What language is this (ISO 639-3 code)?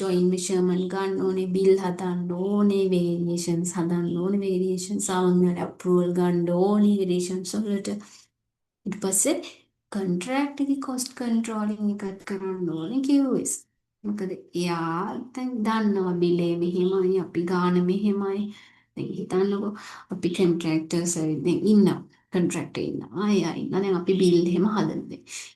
sin